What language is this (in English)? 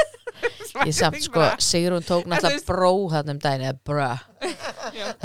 Icelandic